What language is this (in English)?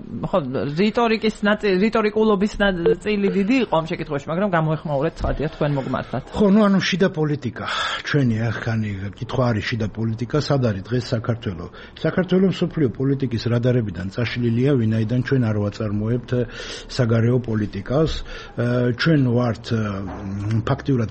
Georgian